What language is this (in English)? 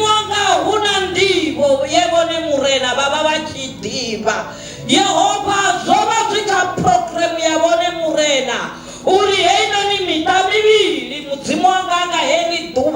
Venda